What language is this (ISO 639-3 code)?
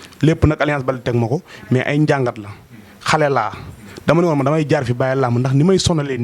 wol